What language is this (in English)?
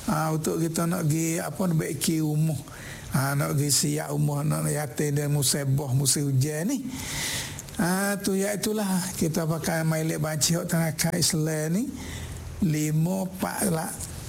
Malay